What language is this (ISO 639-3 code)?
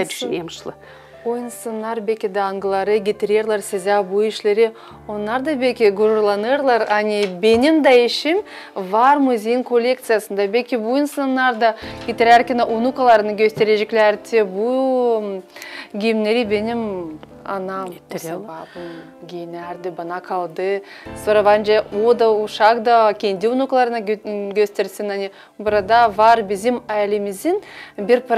gag